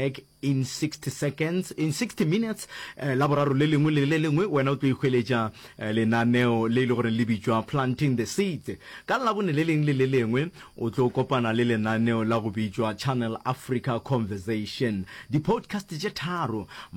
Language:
Northern Sotho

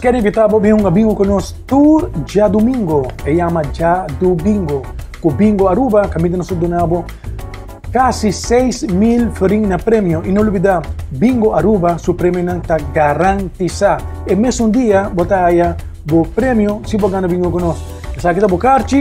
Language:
Papiamento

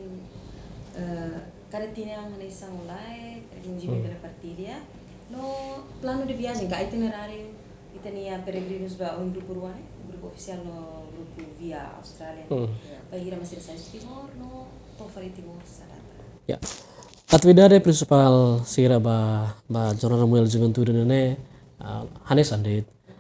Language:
Tetum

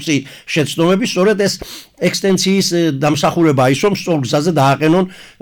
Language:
Georgian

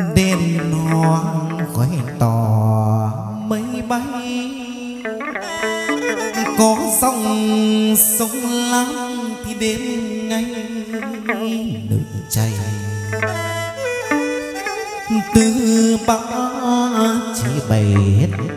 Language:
Vietnamese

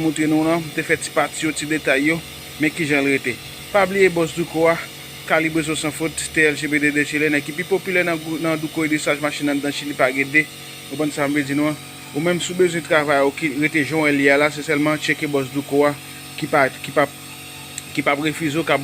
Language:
Haitian Creole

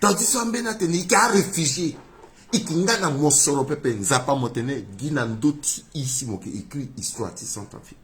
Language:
Sango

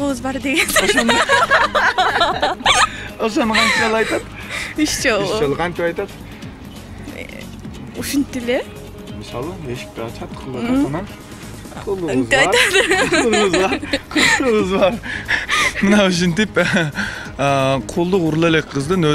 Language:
Kyrgyz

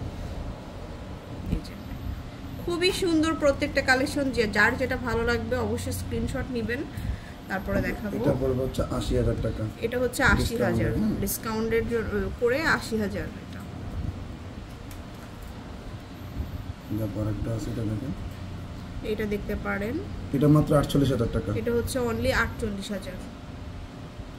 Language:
Bangla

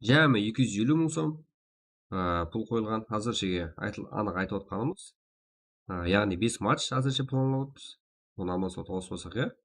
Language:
Kara-Kalpak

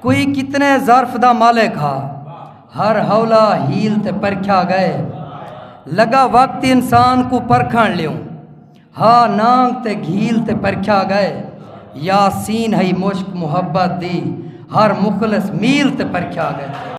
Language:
Saraiki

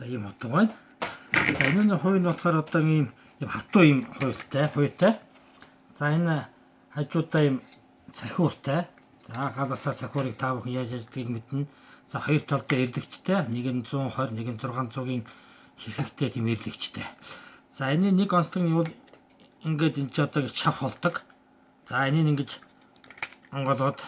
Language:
Mongolian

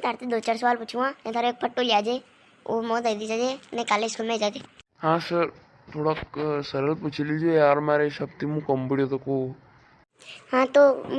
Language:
Rajasthani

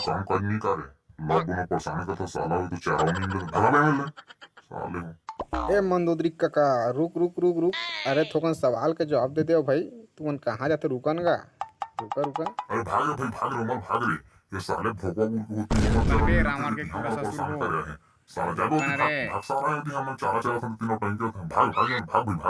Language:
Chhattisgarhi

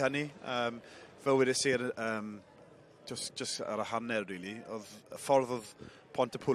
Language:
Welsh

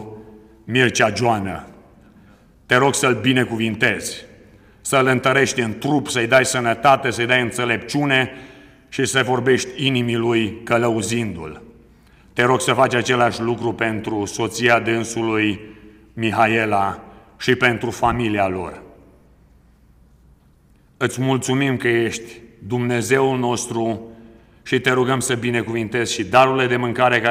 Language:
Romanian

